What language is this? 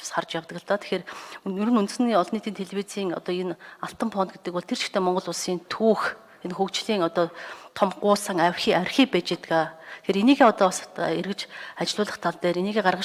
Mongolian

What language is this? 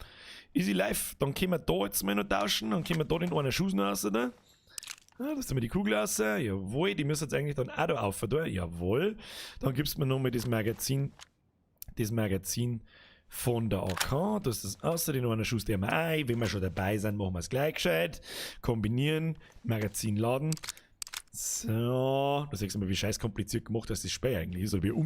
Bavarian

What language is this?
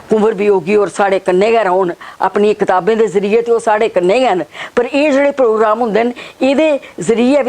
Dogri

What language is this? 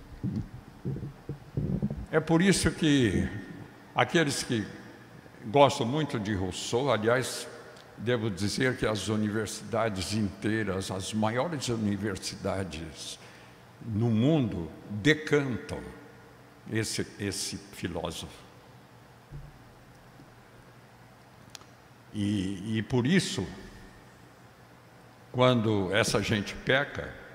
Portuguese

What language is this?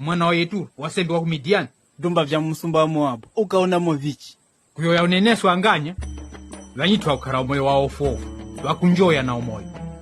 Tumbuka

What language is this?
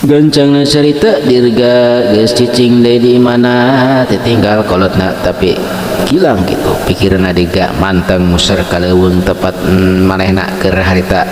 Sundanese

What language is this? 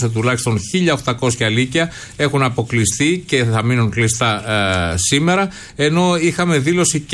Greek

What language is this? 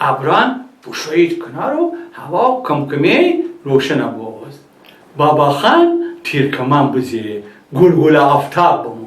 Gilaki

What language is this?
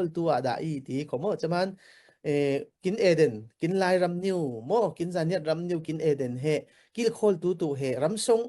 Falam Chin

